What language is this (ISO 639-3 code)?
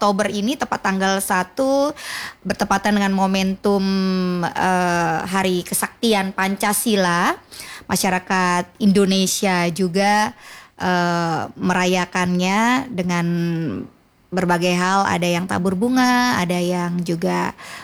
ind